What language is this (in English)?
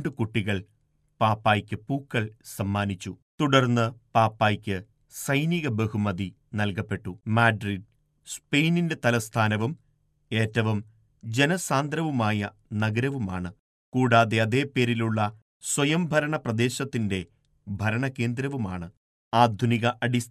Malayalam